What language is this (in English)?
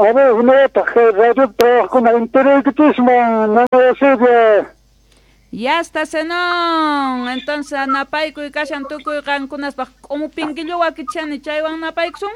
South Bolivian Quechua